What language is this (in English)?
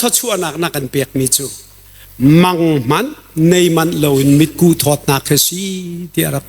Hakha Chin